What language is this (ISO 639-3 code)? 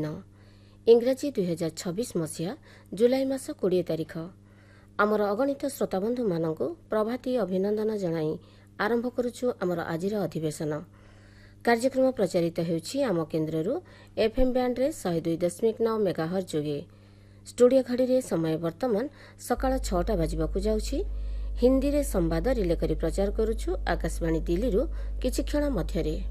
ori